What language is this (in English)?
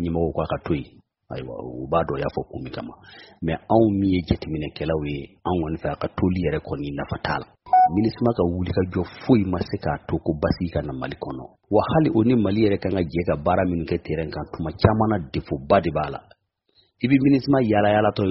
Bambara